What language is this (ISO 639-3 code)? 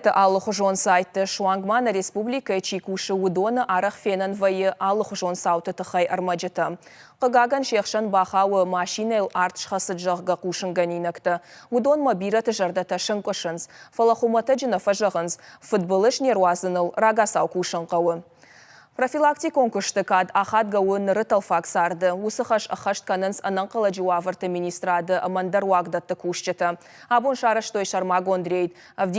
oss